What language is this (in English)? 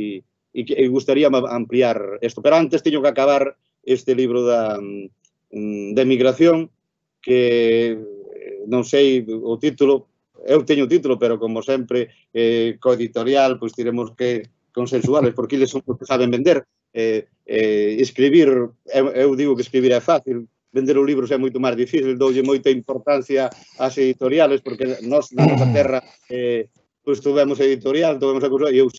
Galician